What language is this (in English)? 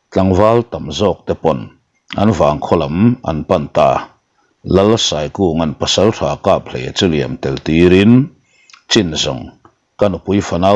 Mizo